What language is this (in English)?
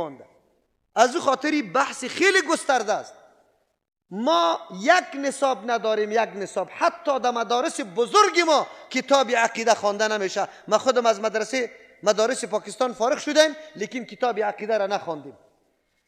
Persian